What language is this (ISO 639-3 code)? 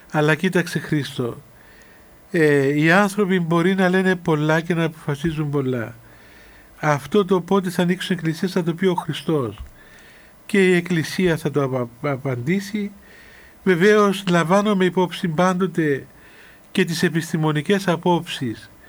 ell